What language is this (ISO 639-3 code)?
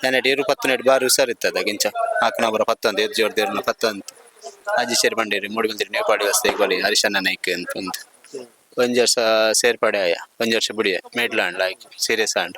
tcy